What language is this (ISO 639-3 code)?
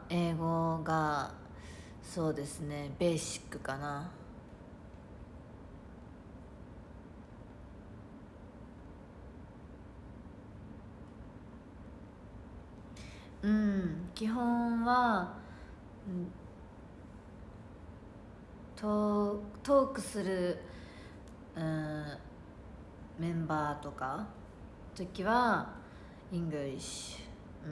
jpn